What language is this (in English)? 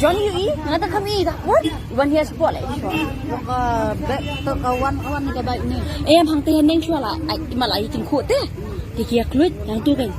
Khasi